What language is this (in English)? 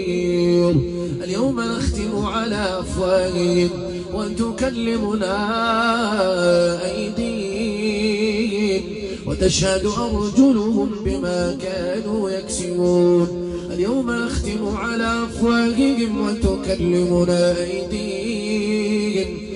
Arabic